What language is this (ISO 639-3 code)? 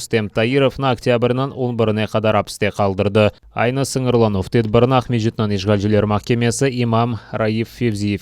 crh